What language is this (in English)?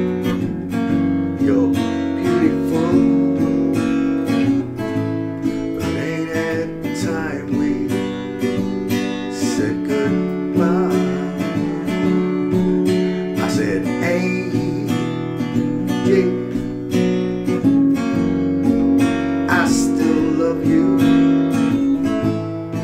English